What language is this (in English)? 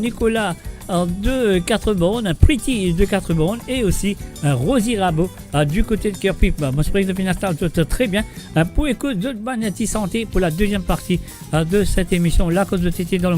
Morisyen